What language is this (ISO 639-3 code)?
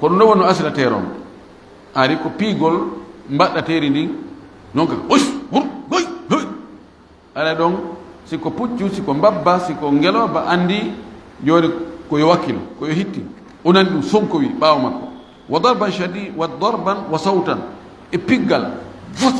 ful